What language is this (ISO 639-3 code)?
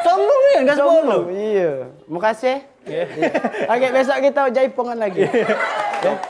mui